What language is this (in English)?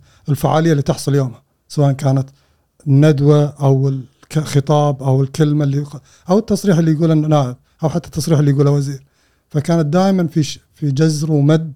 Gulf Arabic